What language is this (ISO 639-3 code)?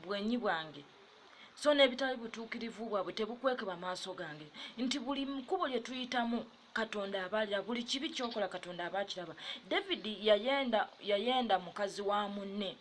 lug